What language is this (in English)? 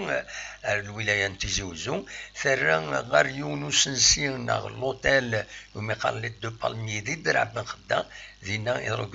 Kabyle